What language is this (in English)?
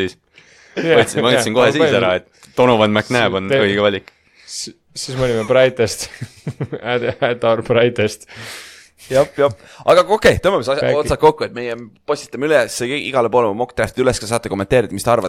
Estonian